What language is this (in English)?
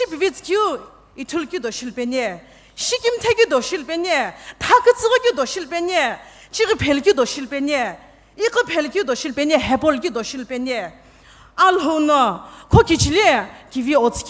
Sumi Naga